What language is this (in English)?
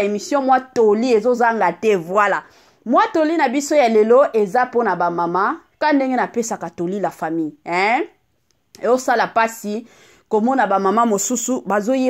Lingala